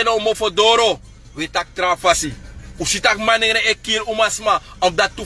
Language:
Sranan Tongo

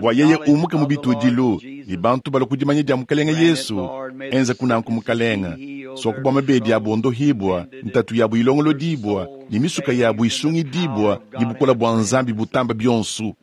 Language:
Luba-Lulua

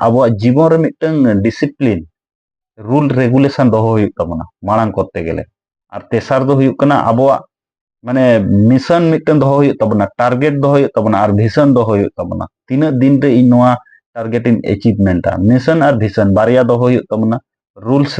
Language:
Santali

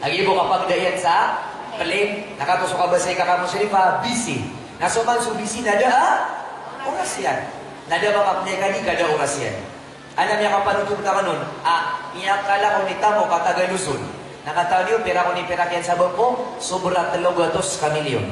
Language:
Maranao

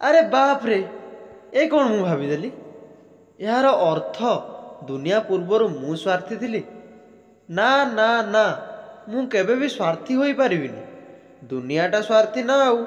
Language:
Odia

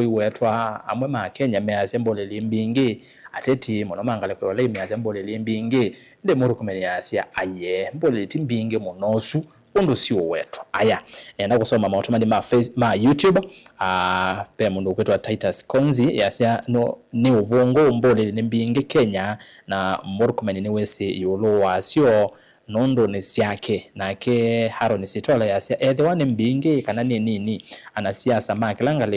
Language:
Kamba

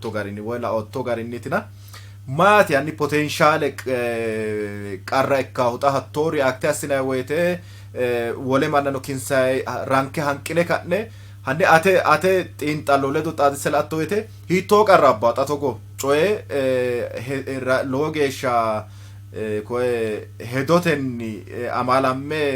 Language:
Sidamo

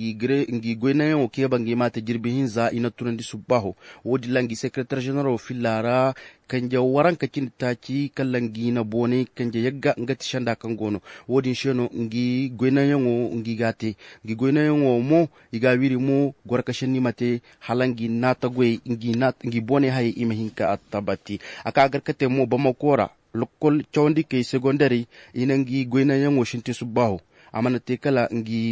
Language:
Zarma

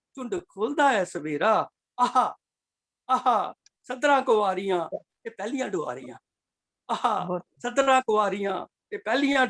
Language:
Dogri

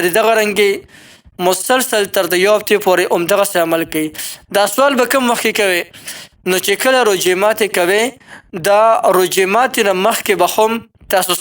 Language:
Pashto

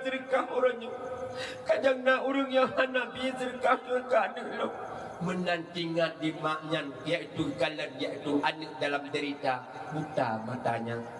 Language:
Achinese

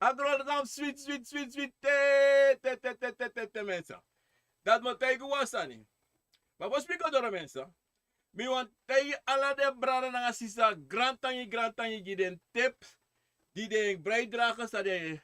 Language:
Sranan Tongo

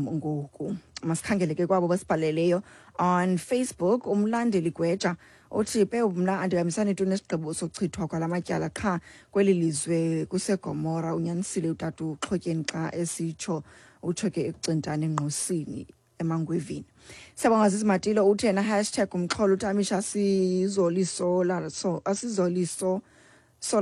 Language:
Xhosa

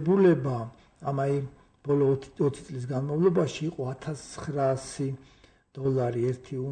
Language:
Georgian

